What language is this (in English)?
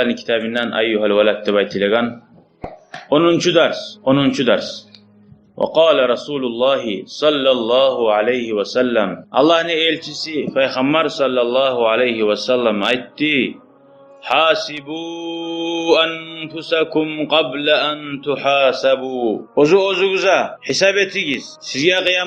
Kumyk